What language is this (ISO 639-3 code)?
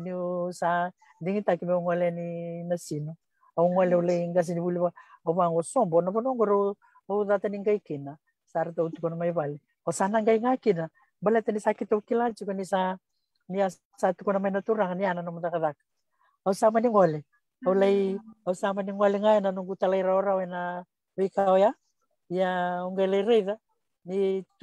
fij